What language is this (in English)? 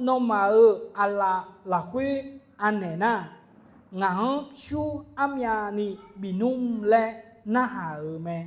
Akha